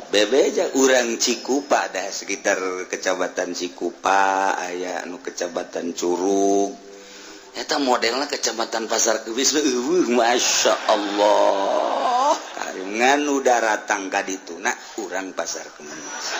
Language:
Sundanese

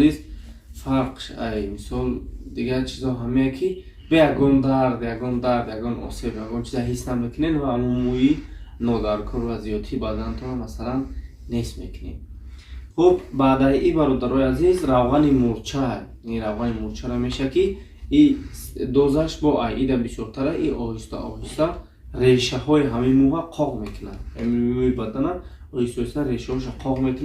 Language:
Tajik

